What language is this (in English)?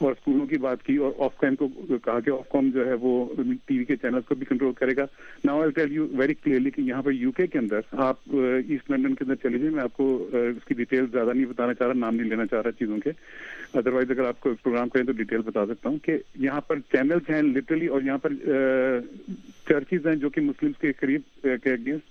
Urdu